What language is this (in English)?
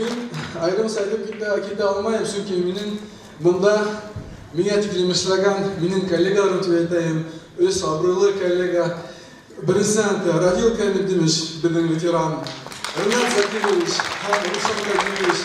Bashkir